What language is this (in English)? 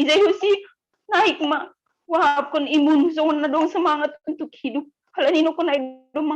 Batak Simalungun